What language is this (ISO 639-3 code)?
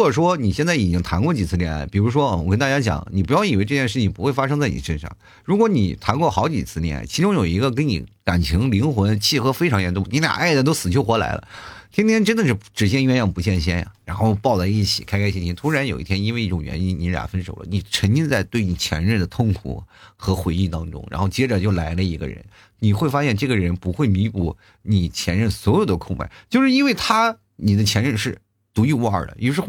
zho